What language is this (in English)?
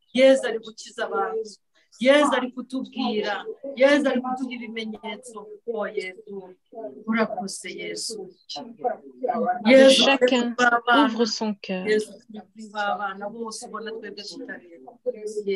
Kinyarwanda